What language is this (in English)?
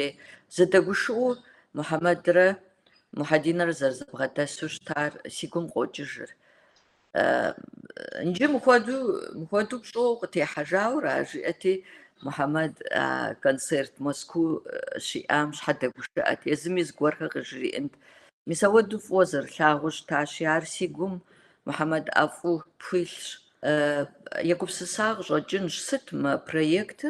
Kabardian